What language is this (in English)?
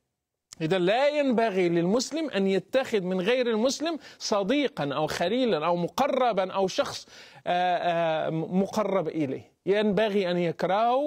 Arabic